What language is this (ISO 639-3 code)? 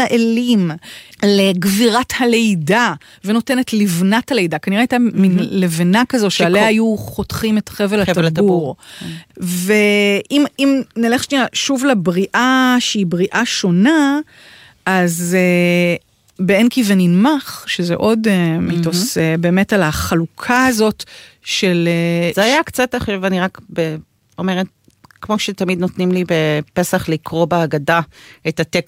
heb